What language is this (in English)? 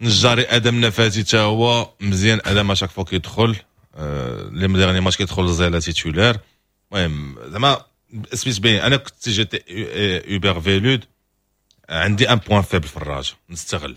Moroccan Arabic